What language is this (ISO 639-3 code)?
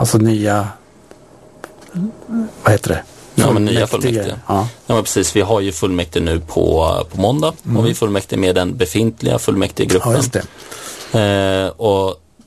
swe